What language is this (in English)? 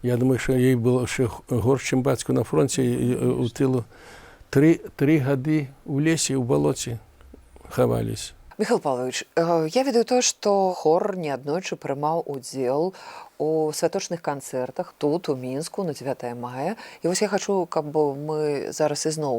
Belarusian